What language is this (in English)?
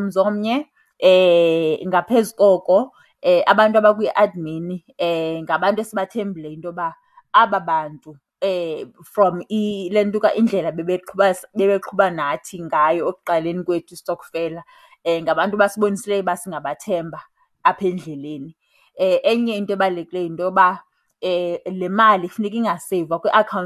Xhosa